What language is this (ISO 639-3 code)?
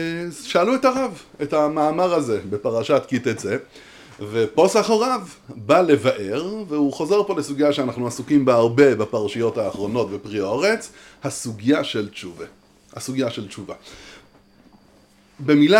heb